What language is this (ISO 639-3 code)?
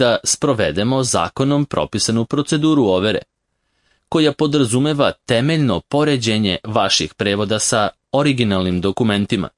srp